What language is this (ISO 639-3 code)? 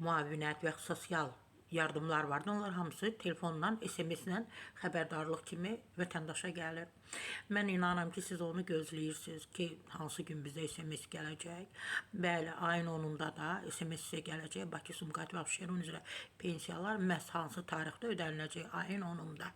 aze